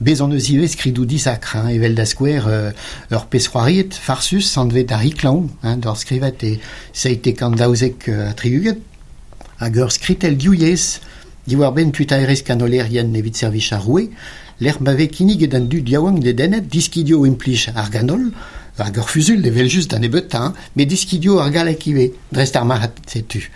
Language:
Breton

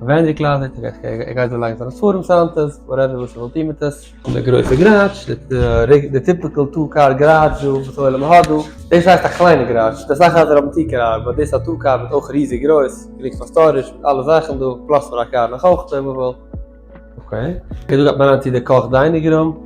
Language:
Yiddish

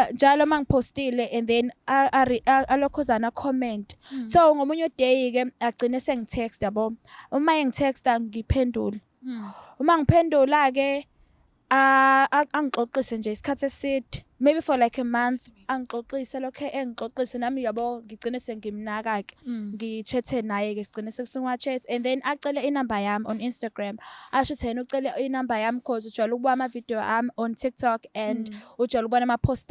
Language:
Zulu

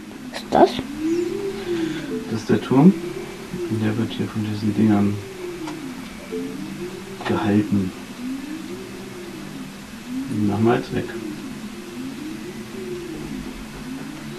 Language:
German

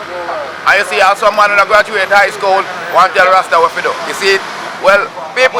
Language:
Jamaican Creole English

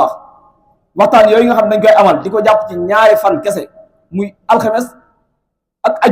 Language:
Wolof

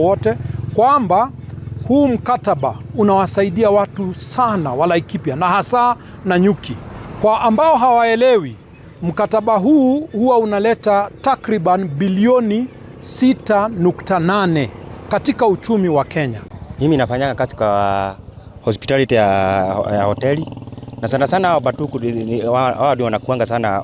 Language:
Swahili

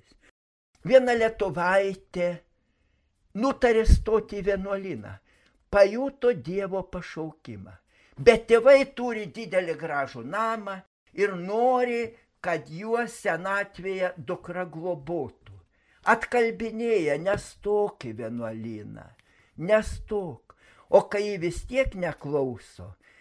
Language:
Lithuanian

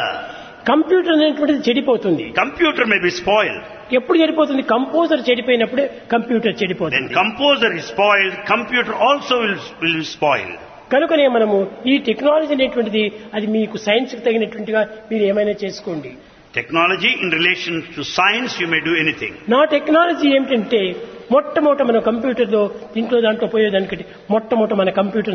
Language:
Telugu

